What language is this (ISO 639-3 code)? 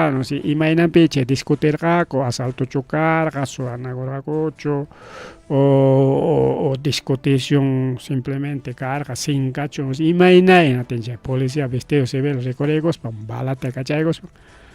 quy